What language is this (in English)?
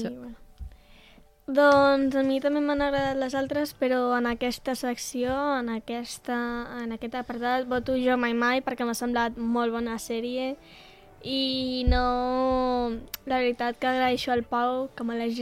Catalan